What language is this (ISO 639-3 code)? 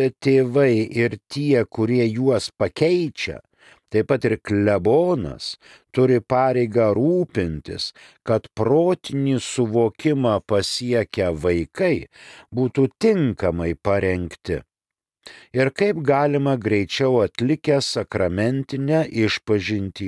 lit